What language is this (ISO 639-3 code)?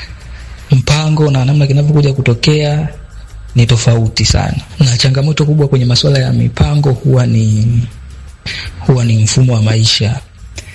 swa